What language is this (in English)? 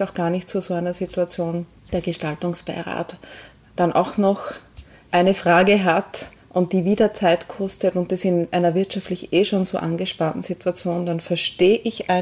German